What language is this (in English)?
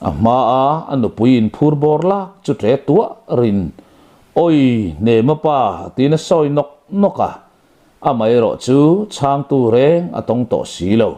Mizo